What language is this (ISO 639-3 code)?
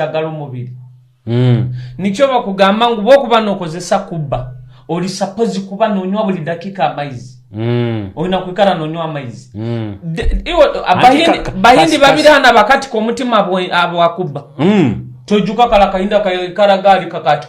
nyo